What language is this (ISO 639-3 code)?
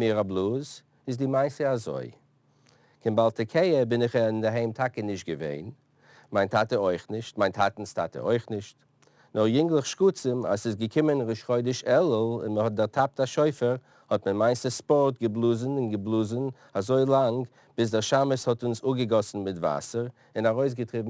yid